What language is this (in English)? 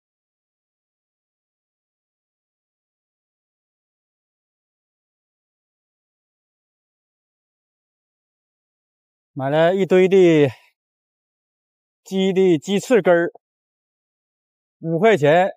Chinese